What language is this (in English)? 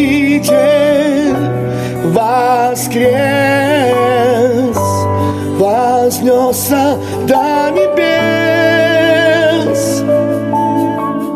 Ukrainian